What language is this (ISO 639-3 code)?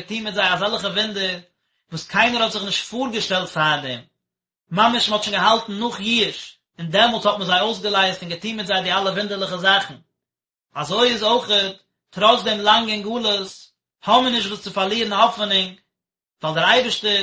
yid